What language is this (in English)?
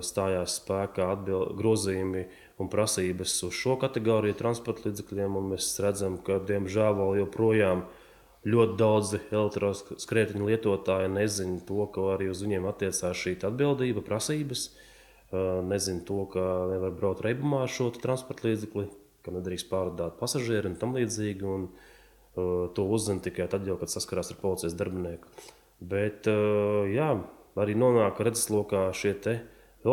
Latvian